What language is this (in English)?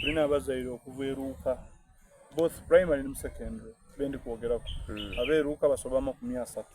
Soga